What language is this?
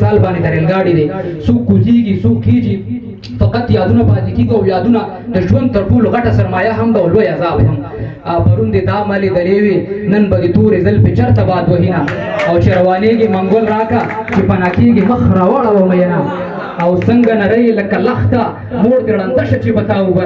Pashto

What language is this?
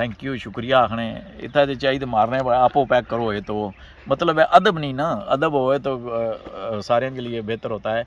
Pahari-Potwari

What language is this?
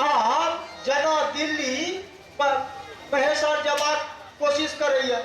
Maithili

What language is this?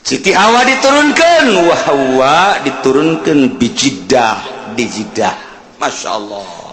Sundanese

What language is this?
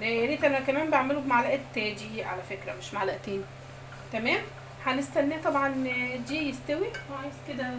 Egyptian Arabic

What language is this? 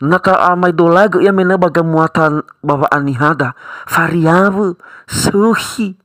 Nias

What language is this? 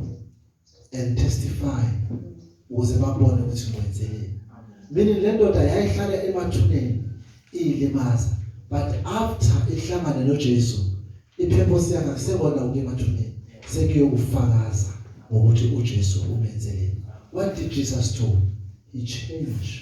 Zulu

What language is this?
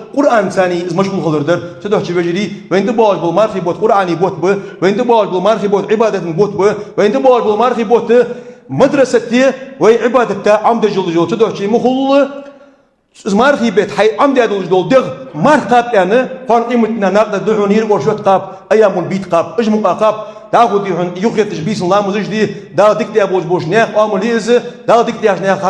Ingush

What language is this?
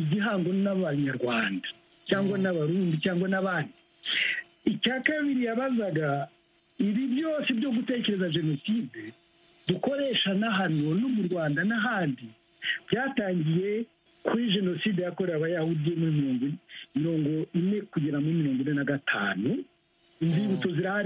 Kinyarwanda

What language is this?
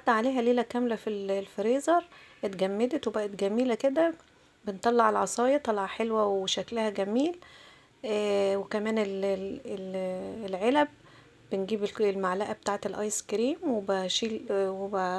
Egyptian Arabic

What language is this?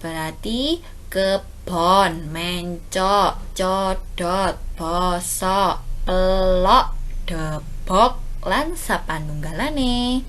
Javanese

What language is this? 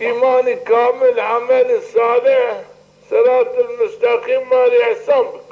Zaza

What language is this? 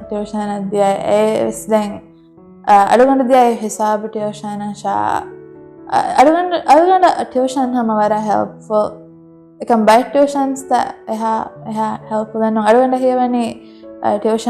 Divehi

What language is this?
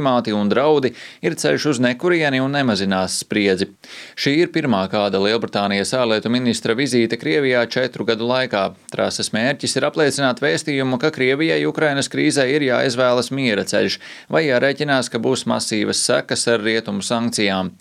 Latvian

